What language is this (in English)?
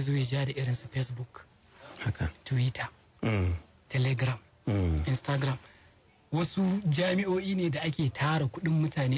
Hausa